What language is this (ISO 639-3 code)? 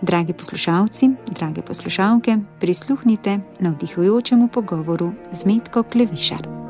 slv